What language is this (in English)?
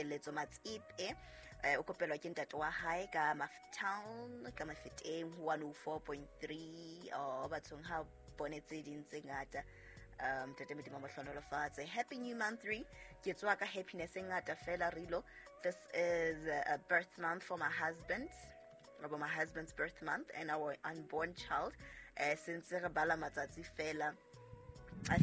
Southern Sotho